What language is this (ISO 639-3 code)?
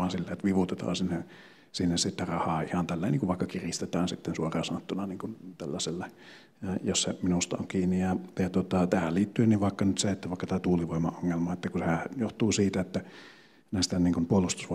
fin